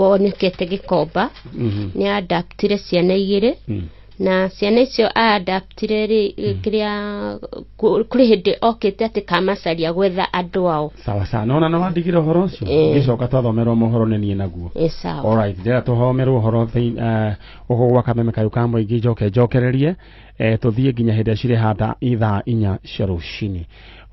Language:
Kikuyu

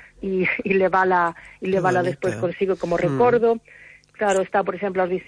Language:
Galician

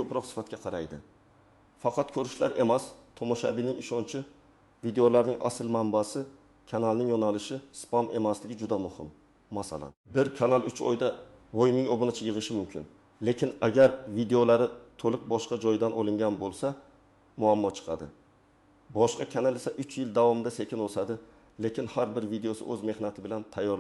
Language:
Uzbek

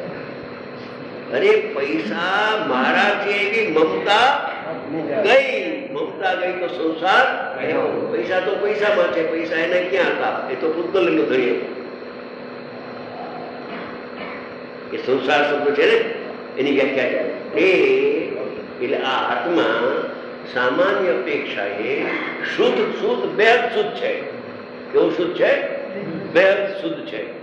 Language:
Gujarati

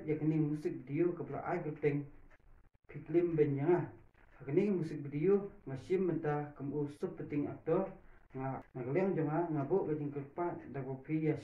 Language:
Khasi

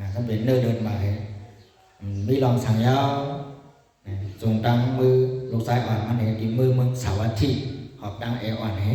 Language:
Shan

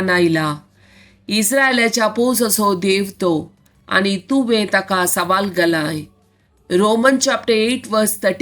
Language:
Konkani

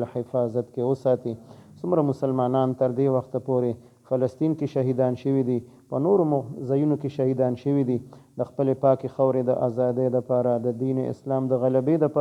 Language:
Pashto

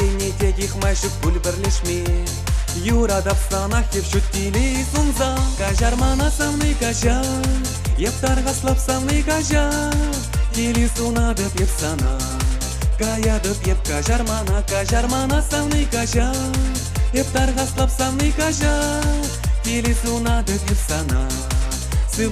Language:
Chuvash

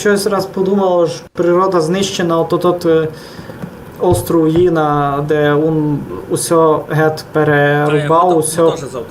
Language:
Rusyn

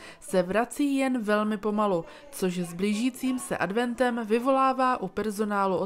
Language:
Czech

